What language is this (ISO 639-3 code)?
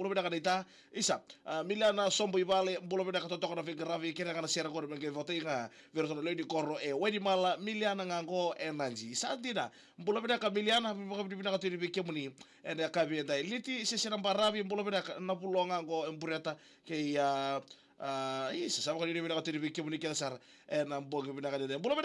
fij